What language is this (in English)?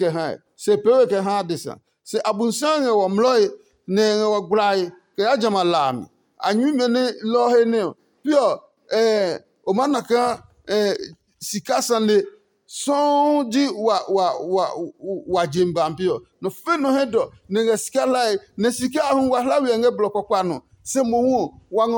Adangme